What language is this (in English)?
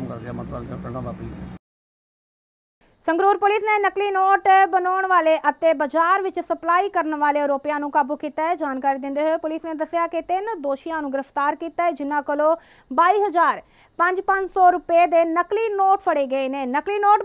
Punjabi